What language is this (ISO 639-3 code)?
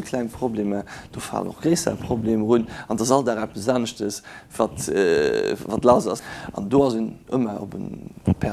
ltz